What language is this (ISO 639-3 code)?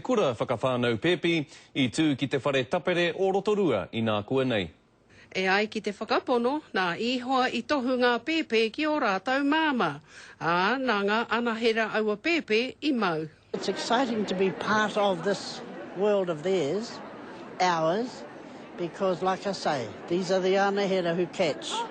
mri